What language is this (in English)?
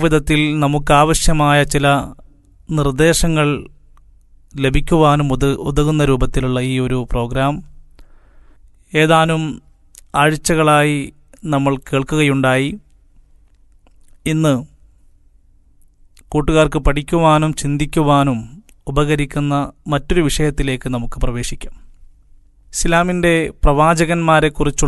Malayalam